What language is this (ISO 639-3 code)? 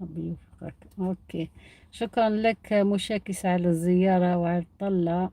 arq